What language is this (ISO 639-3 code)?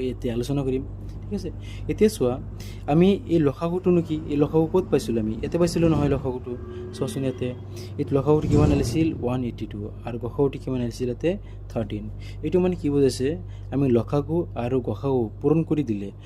asm